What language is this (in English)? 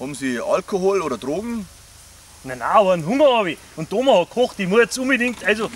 Bavarian